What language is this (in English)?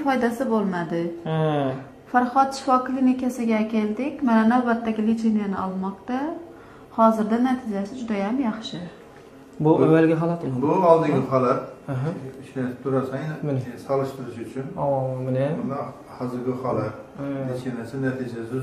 Uzbek